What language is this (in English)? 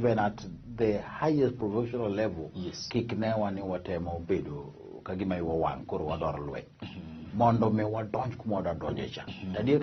Luo (Kenya and Tanzania)